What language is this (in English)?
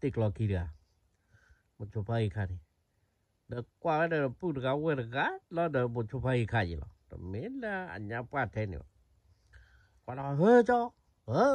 S'gaw Karen